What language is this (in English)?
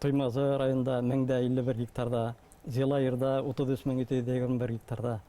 Bashkir